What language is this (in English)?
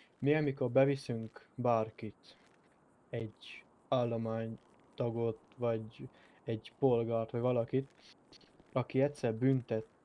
Hungarian